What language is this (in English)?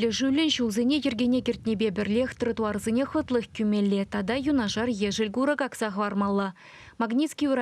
Chuvash